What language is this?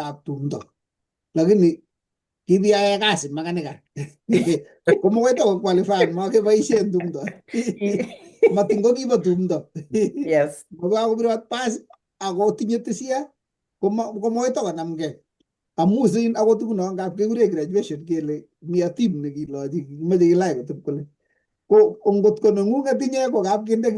Kalenjin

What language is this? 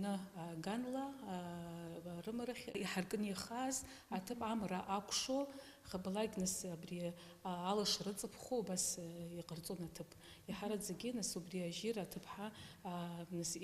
Abkhazian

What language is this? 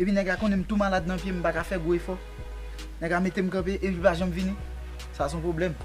Haitian Creole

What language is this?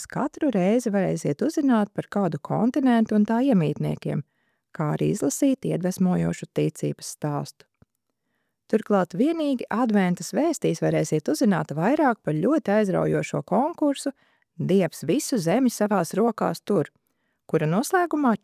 Latvian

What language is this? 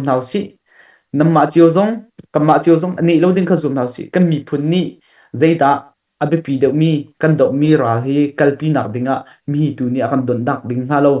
Hakha Chin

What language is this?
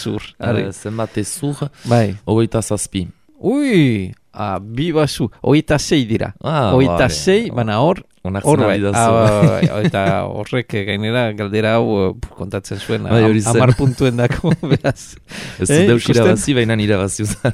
Basque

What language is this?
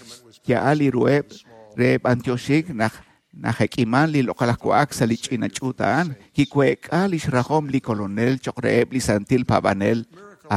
Kekchí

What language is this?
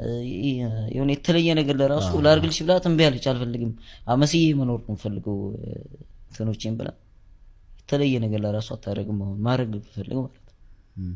Amharic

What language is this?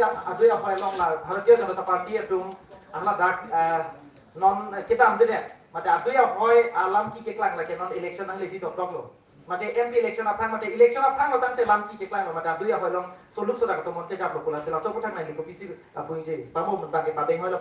Karbi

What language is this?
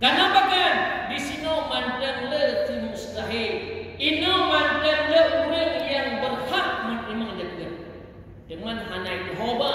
Achinese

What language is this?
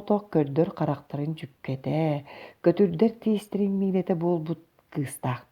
Yakut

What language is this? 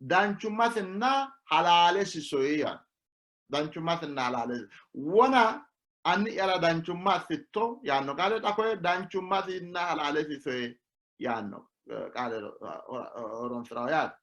Sidamo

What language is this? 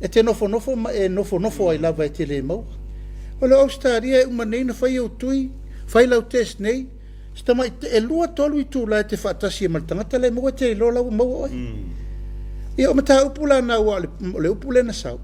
Samoan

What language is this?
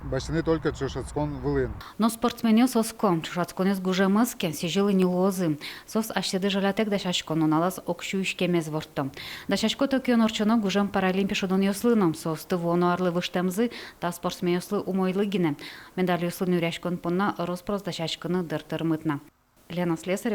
Udmurt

